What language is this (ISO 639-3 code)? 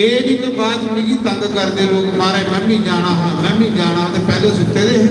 doi